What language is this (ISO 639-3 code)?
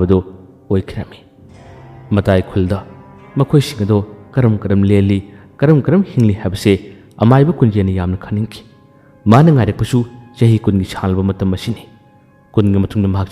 mni